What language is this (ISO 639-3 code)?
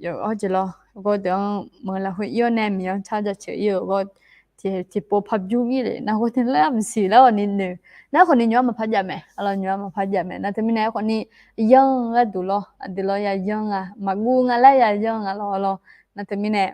ahk